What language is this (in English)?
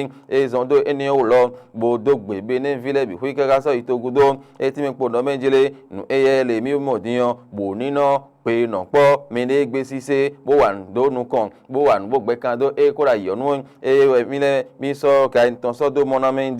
Fon